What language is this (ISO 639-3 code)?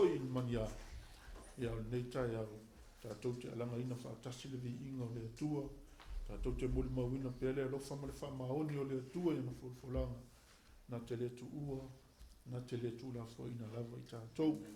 smo